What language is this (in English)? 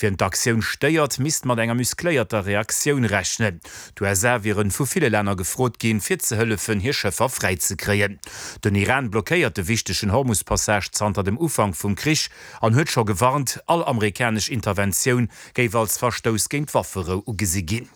Luxembourgish